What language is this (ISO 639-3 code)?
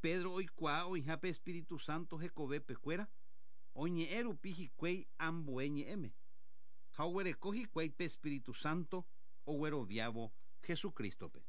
grn